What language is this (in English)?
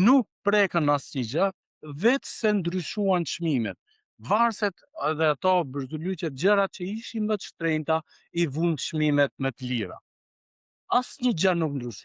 Albanian